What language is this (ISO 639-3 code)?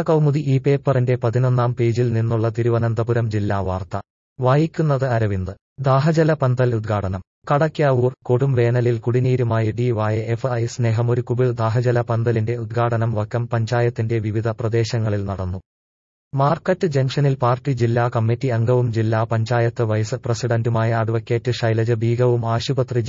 mal